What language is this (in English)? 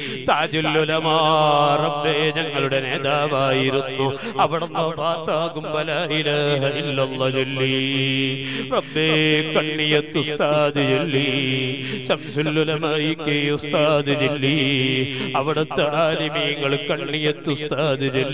Malayalam